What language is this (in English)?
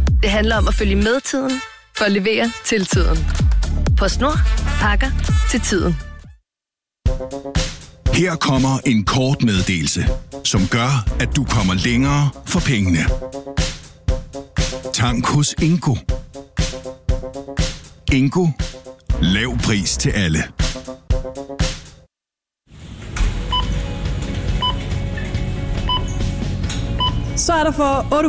Danish